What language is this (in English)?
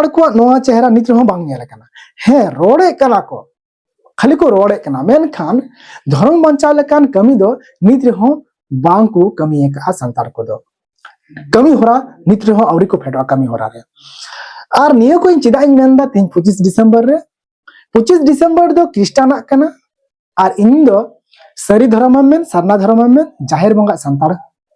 Santali